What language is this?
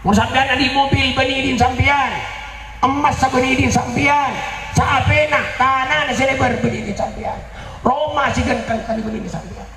Madurese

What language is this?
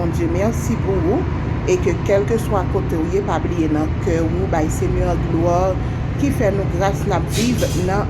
Haitian Creole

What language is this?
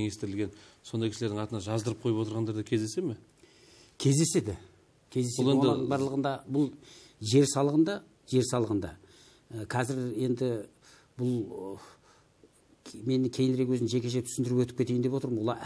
Kazakh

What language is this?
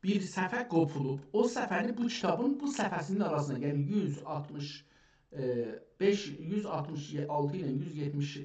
South Azerbaijani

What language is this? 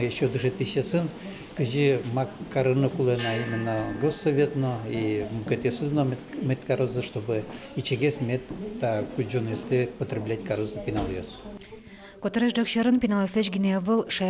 Udmurt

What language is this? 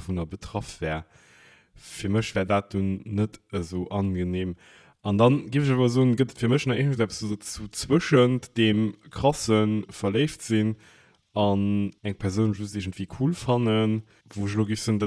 Luxembourgish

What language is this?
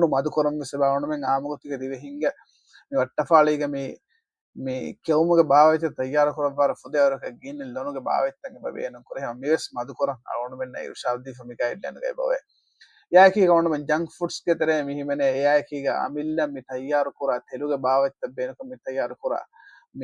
Divehi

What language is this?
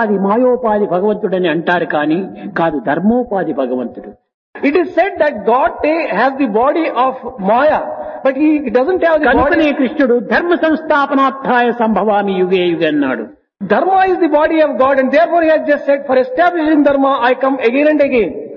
Telugu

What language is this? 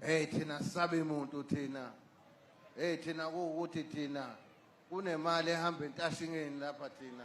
Zulu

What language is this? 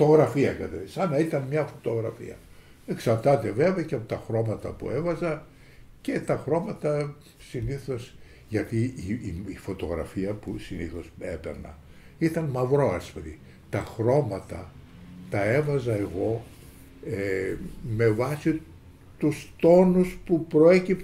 Greek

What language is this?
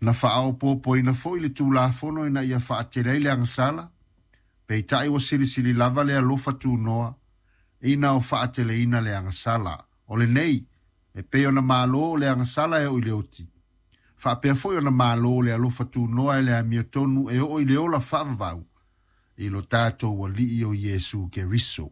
Samoan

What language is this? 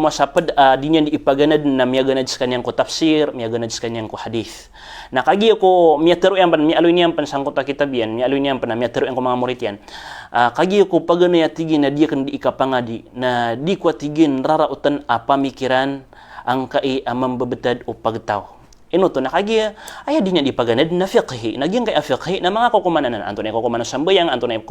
Maranao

